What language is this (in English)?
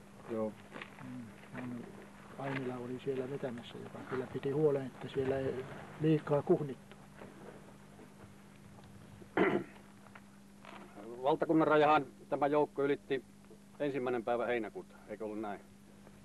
Finnish